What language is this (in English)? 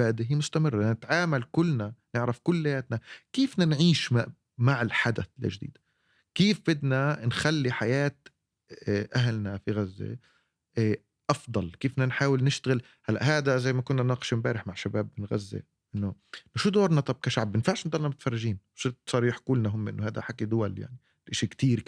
North Levantine Arabic